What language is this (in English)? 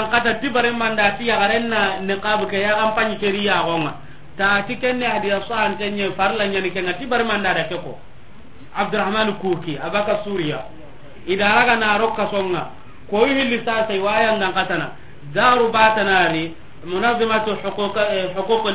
Soninke